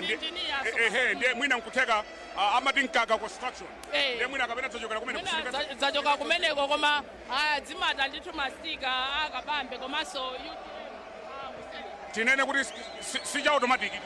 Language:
Nyanja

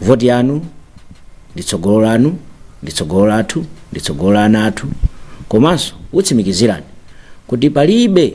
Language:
Nyanja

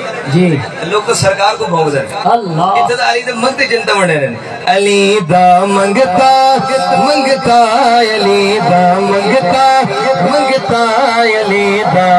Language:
Saraiki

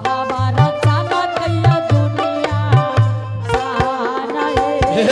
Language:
Angika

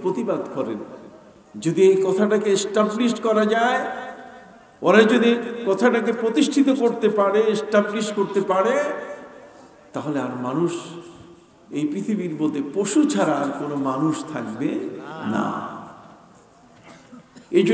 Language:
Bangla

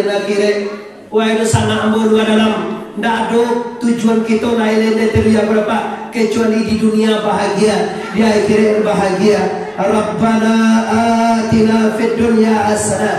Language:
Minangkabau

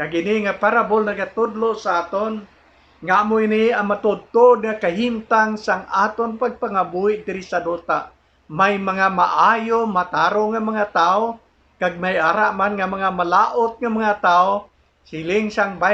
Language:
Hiligaynon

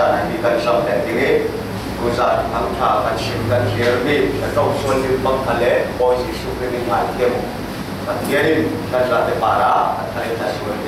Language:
Falam Chin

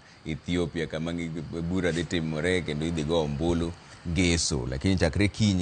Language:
Luo (Kenya and Tanzania)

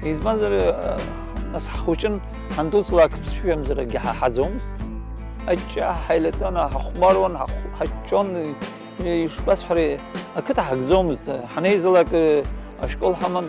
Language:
Abkhazian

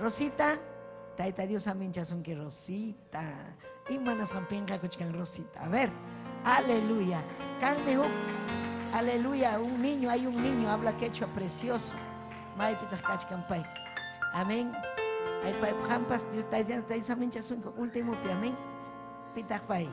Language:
Ayacucho Quechua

